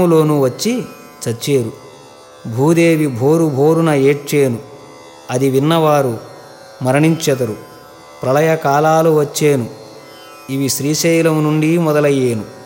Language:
Telugu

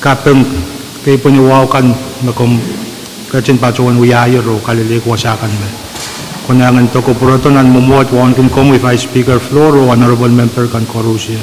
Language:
Pohnpeian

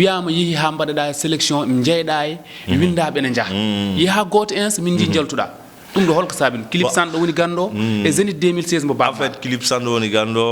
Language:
Fula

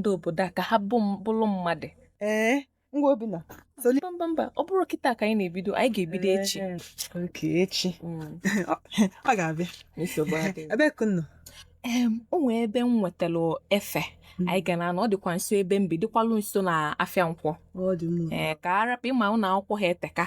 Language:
Igbo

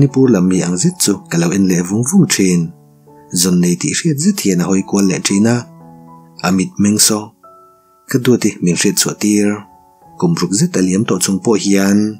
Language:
Mizo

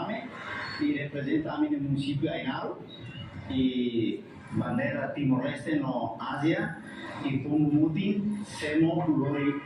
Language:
Tetum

